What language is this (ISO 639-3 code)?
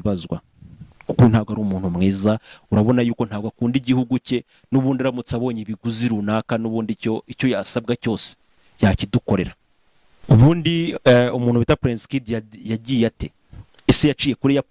kin